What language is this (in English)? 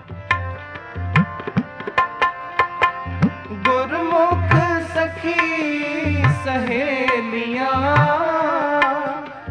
Hindi